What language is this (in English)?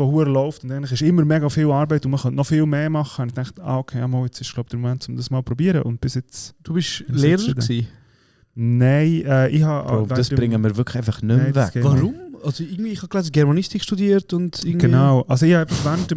Swiss German